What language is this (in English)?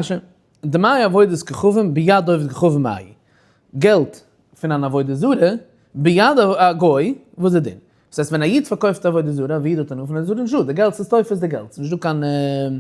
Yiddish